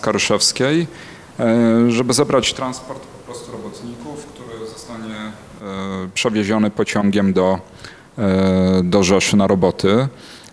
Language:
Polish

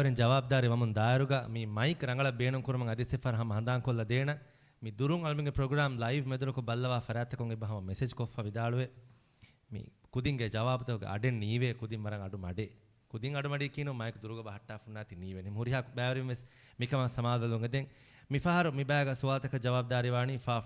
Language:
Divehi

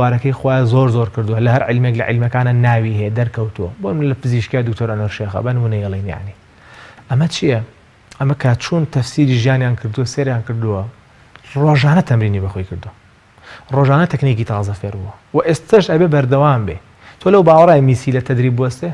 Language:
Central Kurdish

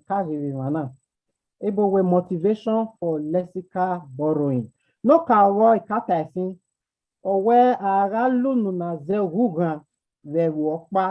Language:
Bini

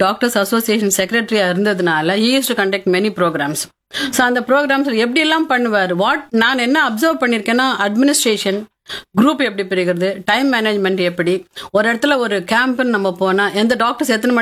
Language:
Tamil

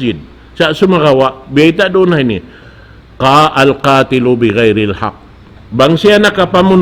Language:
Tausug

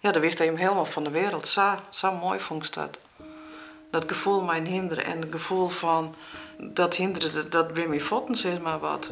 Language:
Western Frisian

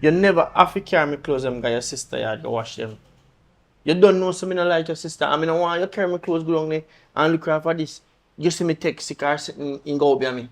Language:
Jamaican Creole English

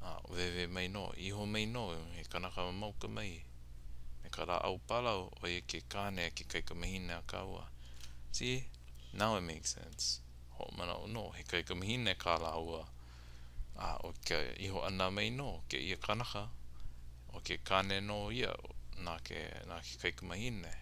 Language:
Hawaiian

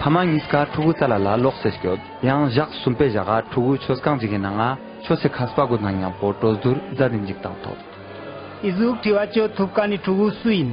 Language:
Ladakhi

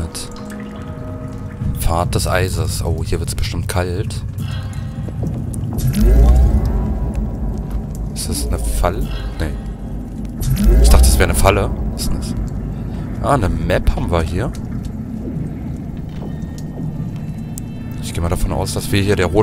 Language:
German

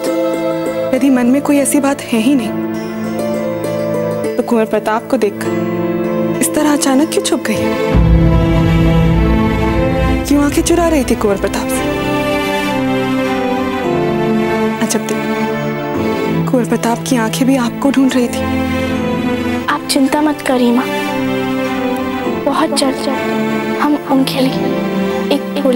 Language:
Hindi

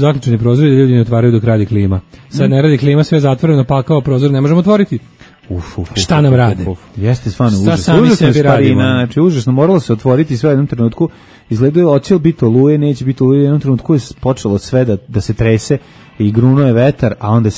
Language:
Serbian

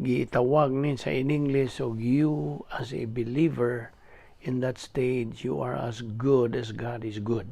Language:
Cebuano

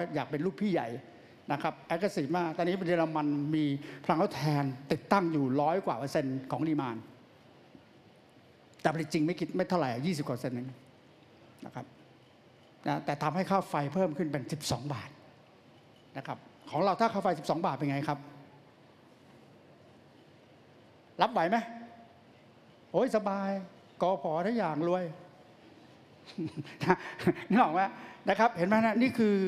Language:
Thai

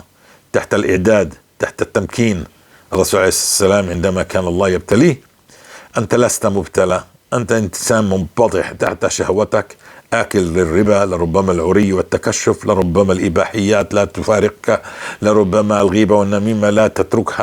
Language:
North Levantine Arabic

